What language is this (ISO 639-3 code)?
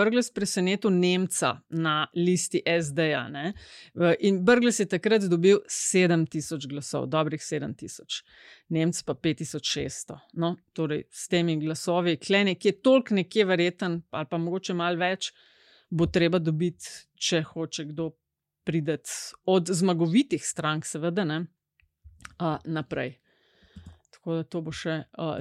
slv